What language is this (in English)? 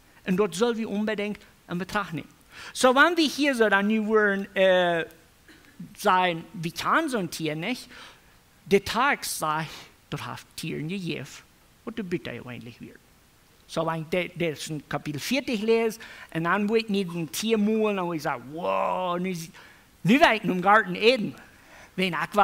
Plautdietsch